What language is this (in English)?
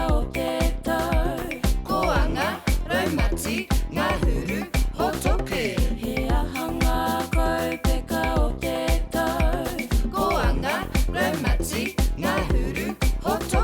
Māori